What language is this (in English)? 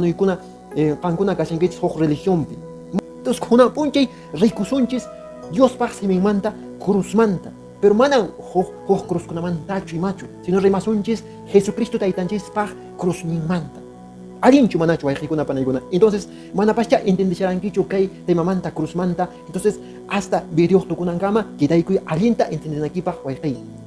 Quechua